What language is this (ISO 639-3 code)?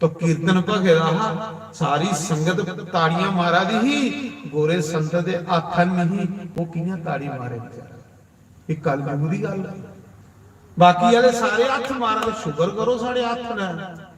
doi